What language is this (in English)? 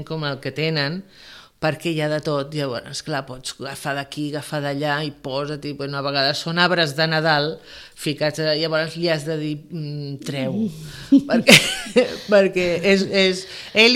Catalan